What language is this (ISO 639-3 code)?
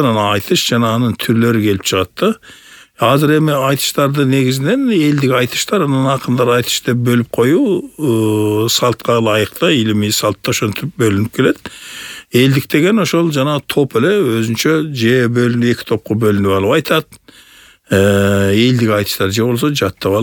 kir